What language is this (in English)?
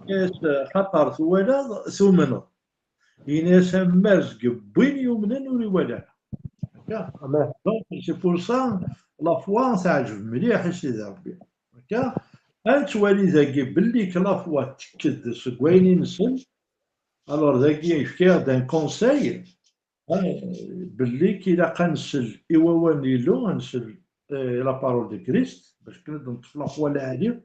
Kabyle